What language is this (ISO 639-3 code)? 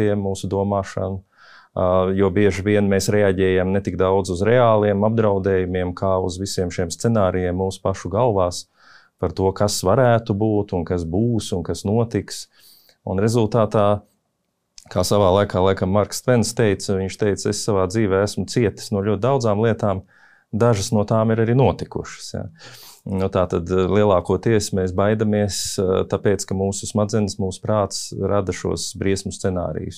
lav